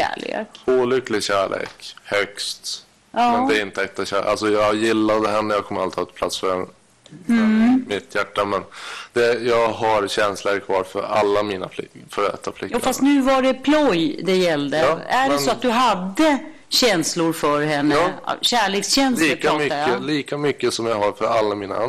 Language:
Swedish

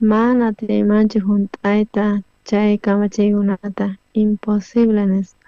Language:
South Bolivian Quechua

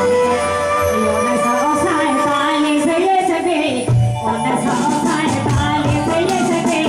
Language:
Sadri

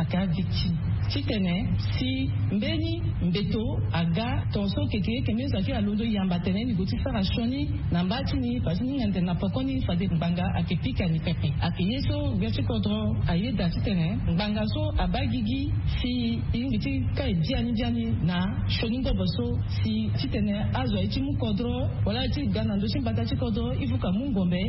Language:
Sango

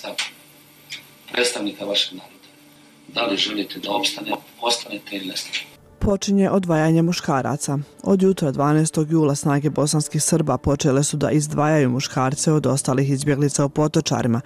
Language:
Bosnian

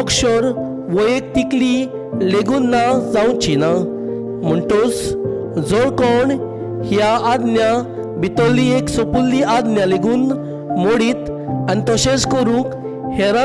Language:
Konkani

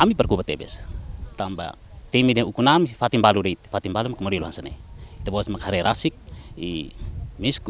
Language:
Tetum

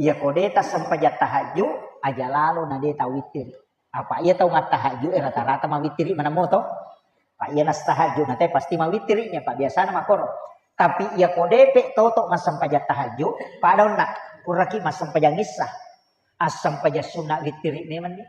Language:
Buginese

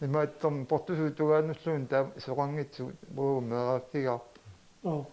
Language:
Kalaallisut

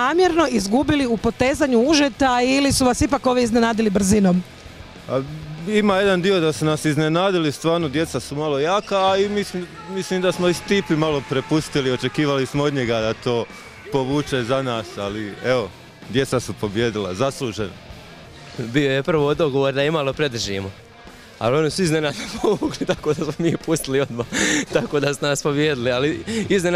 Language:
Croatian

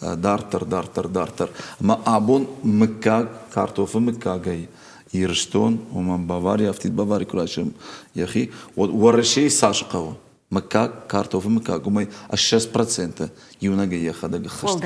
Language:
Ossetic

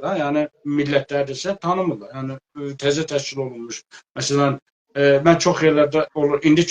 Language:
South Azerbaijani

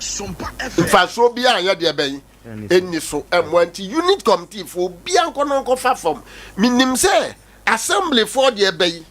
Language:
Akan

